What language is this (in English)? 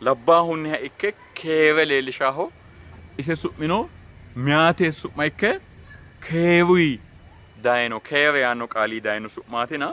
Sidamo